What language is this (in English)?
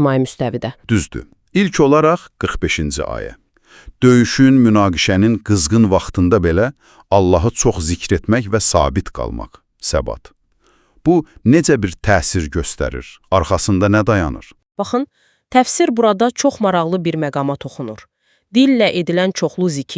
Azerbaijani